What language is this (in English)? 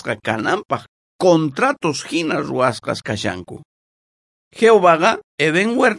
South Bolivian Quechua